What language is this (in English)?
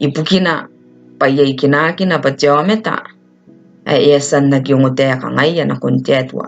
Gilbertese